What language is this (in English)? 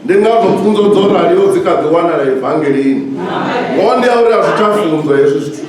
Venda